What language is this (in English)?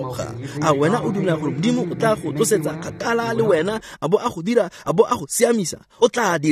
Tswana